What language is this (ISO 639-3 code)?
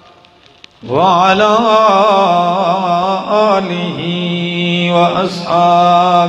urd